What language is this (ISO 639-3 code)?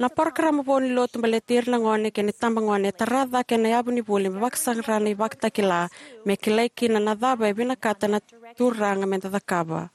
fij